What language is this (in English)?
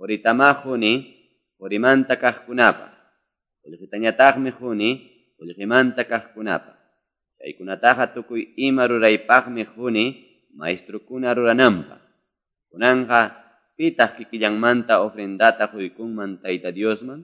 Quechua